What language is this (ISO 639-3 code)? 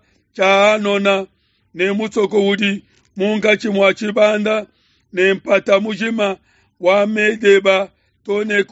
lua